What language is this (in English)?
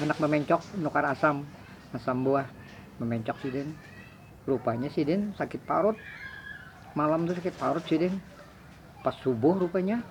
Banjar